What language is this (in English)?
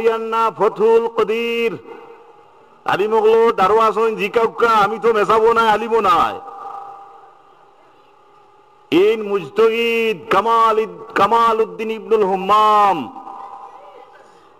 Sylheti